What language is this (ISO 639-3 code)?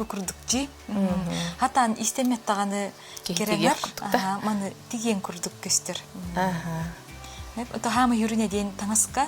sah